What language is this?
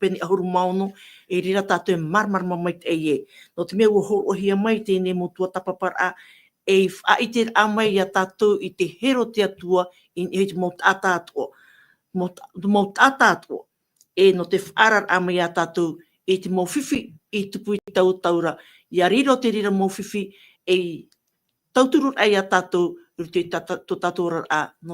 Tahitian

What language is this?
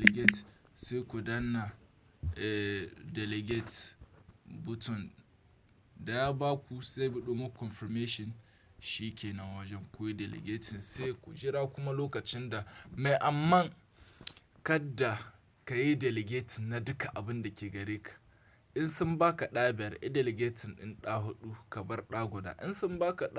Hausa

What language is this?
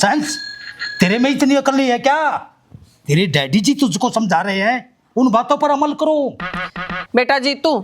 Haryanvi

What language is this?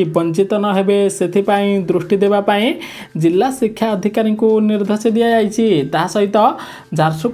Odia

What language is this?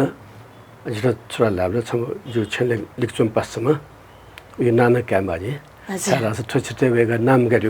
Newari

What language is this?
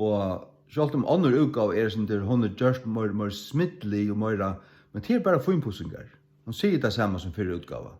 Faroese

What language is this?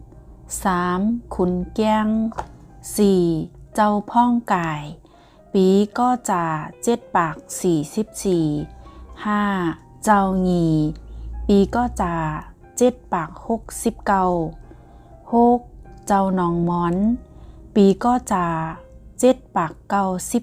Shan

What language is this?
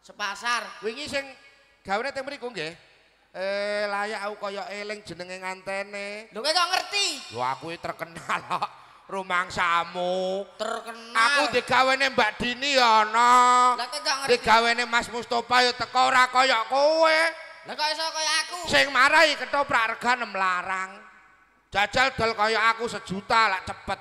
Javanese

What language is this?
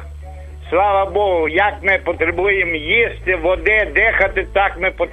Ukrainian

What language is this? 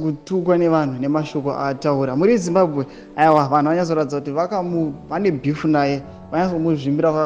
Shona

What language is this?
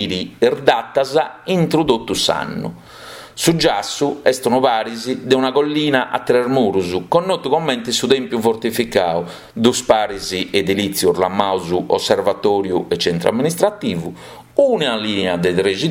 Sardinian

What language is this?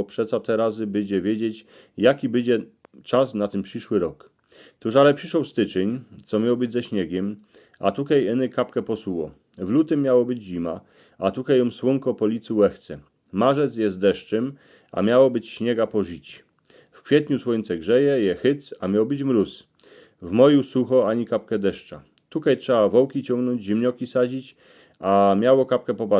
Silesian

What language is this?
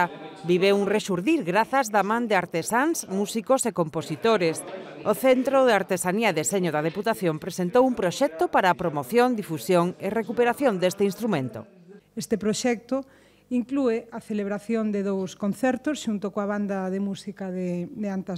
Galician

